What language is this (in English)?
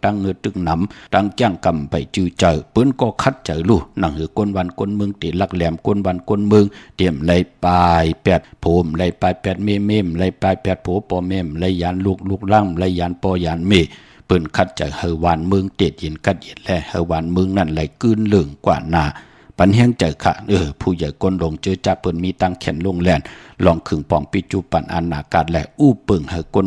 Shan